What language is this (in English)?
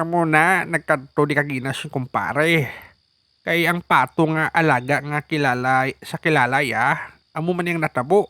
Hiligaynon